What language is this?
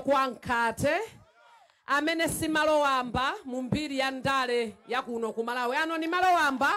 Nyanja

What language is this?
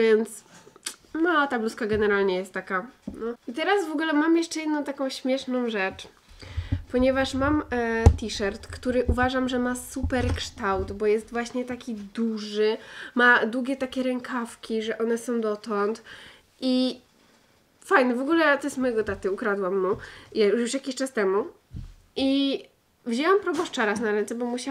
Polish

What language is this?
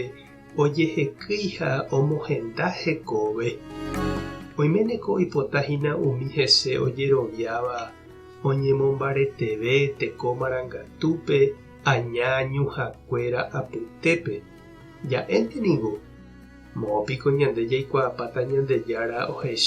Guarani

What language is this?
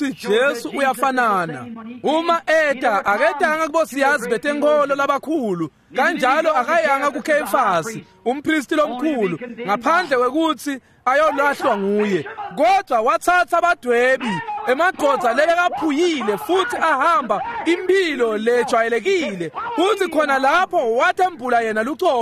Swati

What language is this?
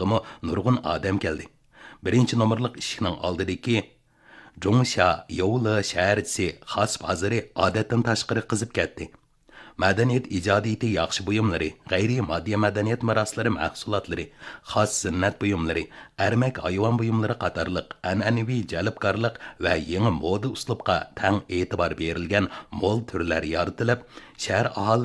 Uyghur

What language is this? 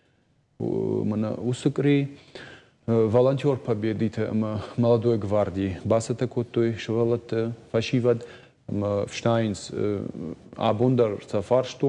Ossetic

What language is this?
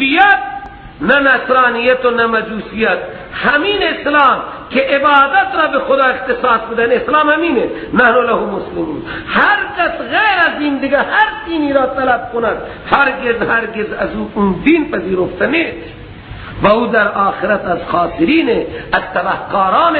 Persian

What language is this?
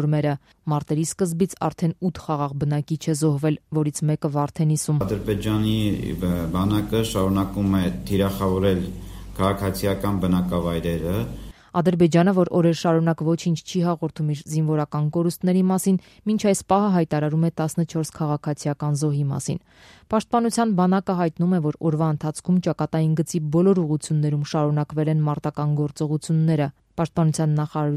Armenian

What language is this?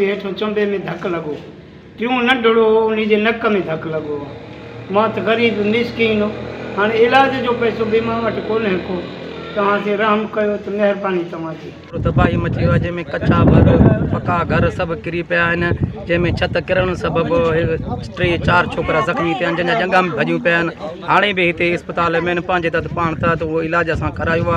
Sindhi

